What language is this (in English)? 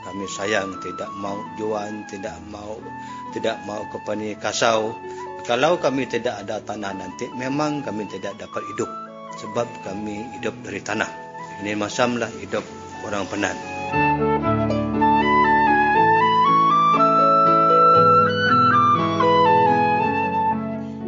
Malay